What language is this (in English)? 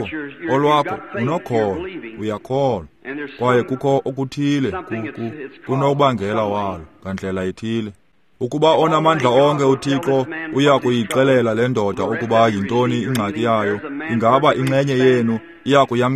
Xhosa